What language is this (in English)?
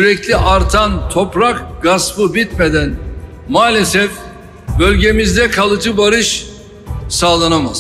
Turkish